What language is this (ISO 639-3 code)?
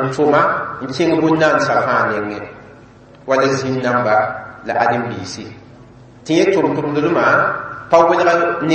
mos